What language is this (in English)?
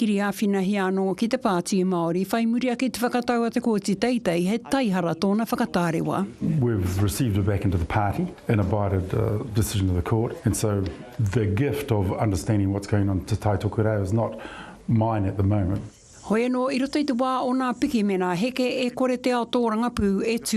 Māori